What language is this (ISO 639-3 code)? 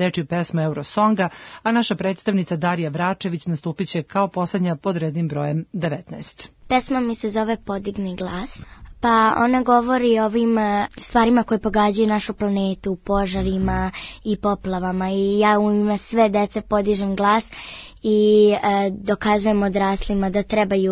srp